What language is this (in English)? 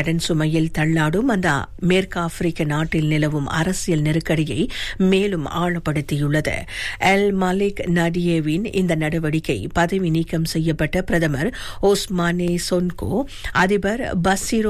Tamil